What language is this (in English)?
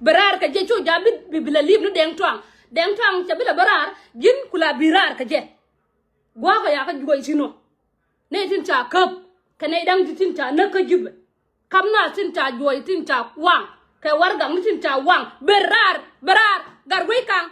Nuer